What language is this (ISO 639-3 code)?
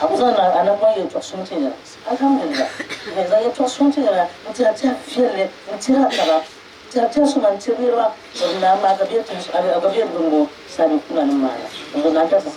dag